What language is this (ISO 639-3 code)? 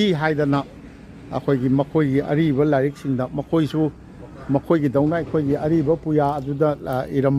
mni